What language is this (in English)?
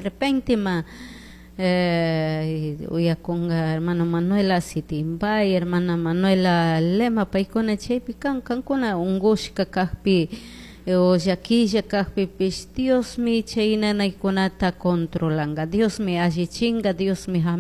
Chimborazo Highland Quichua